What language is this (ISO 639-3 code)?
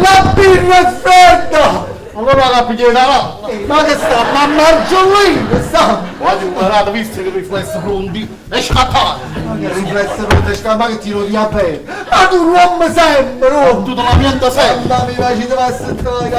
nap